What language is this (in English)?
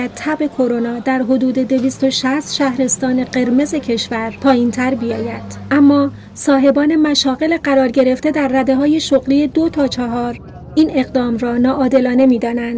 Persian